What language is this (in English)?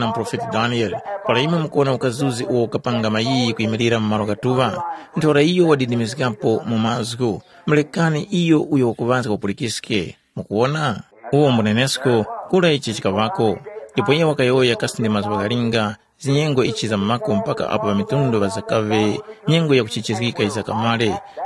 Tumbuka